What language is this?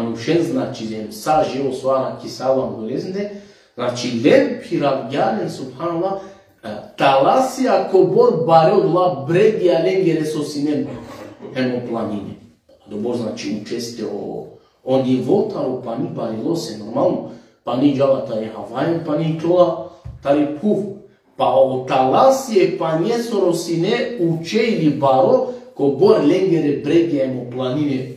Balkan Romani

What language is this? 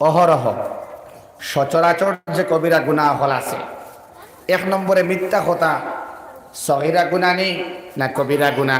Sylheti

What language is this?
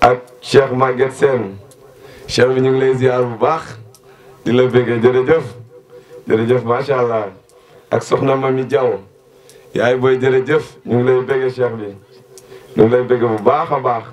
Wolof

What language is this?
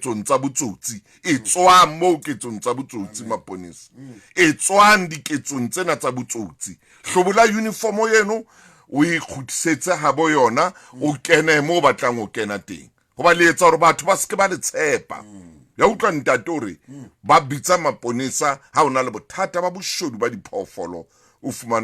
Southern Sotho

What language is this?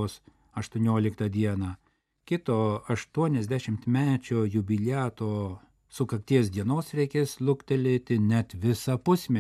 Lithuanian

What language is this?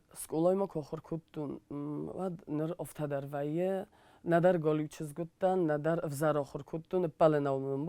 Ossetic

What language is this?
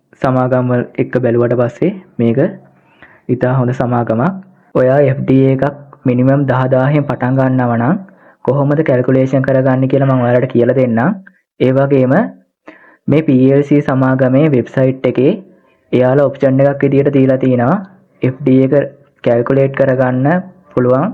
Sinhala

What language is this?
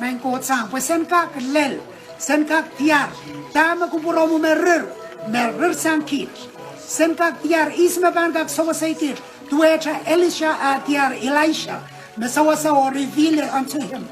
Pohnpeian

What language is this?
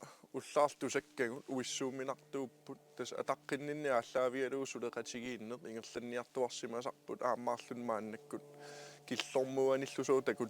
Kalaallisut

